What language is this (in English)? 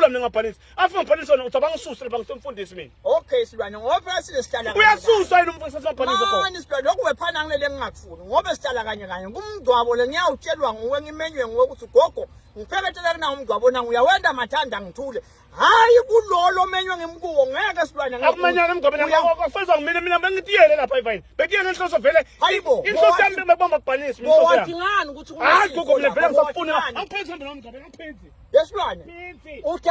Swati